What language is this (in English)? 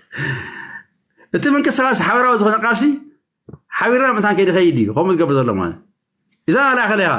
Tigrinya